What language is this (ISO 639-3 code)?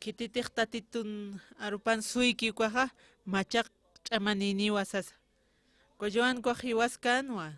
aym